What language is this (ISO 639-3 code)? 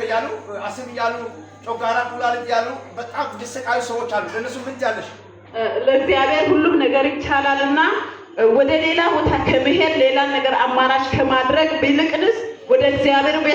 amh